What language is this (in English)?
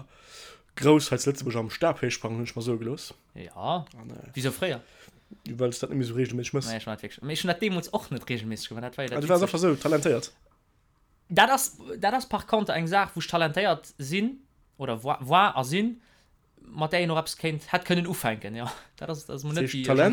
Luxembourgish